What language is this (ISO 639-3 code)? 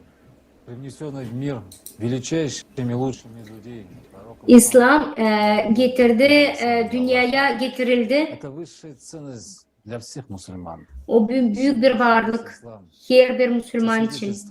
gag